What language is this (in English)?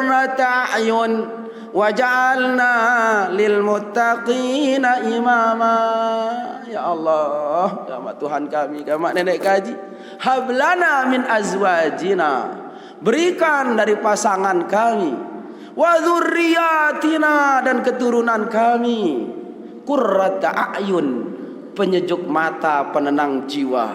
Sasak